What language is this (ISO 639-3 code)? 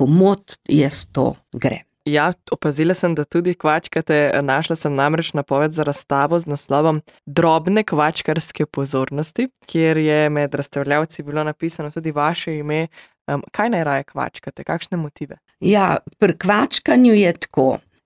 slv